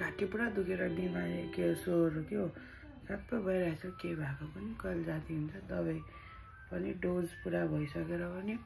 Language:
Nepali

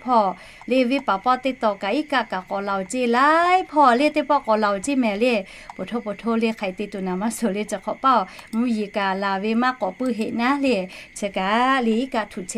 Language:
Lahu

